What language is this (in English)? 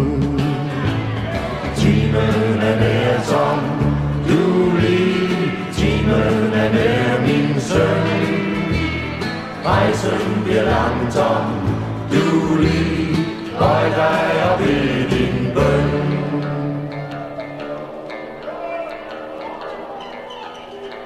Danish